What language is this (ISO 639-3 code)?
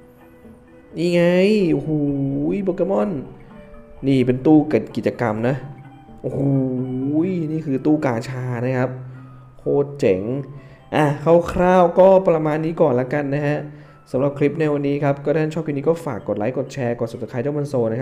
tha